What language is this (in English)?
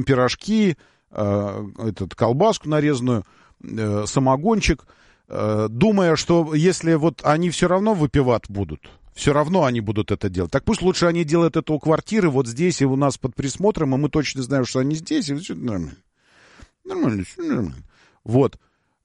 Russian